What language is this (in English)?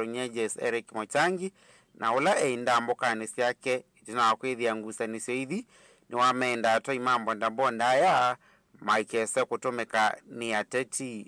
Kamba